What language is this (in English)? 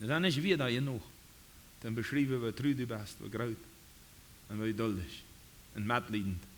Plautdietsch